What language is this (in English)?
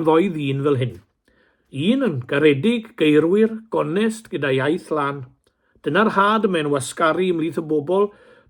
Welsh